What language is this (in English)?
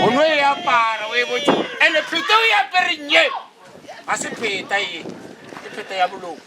Northern Sotho